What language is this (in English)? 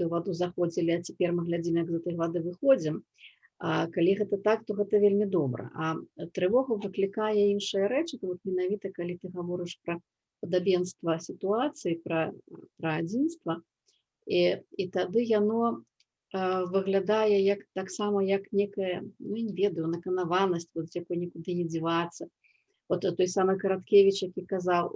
Belarusian